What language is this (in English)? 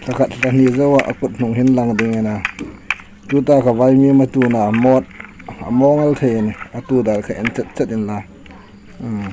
Hmar